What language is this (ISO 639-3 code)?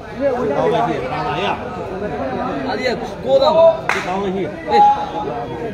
mya